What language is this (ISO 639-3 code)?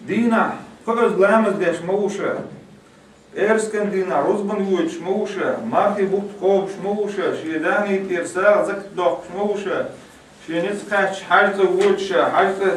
che